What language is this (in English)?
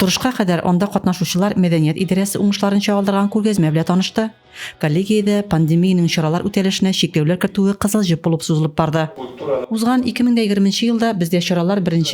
Tatar